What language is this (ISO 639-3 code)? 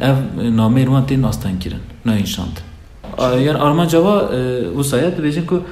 kur